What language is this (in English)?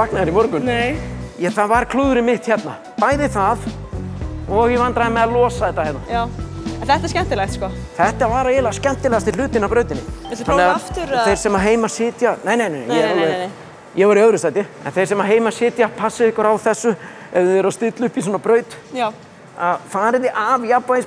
Icelandic